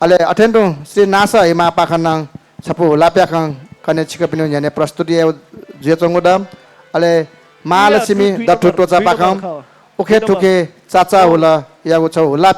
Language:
Newari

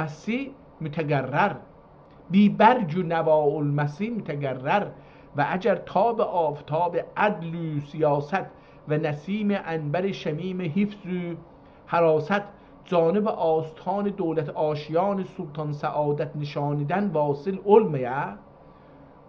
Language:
South Azerbaijani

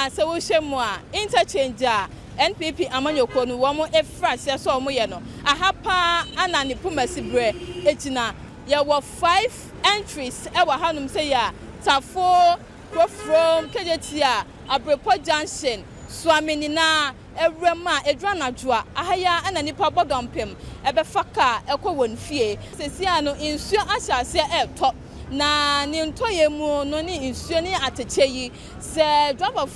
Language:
Akan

